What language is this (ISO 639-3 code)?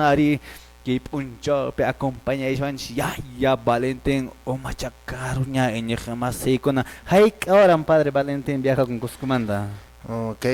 que